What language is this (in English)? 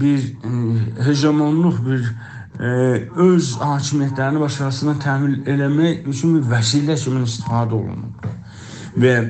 South Azerbaijani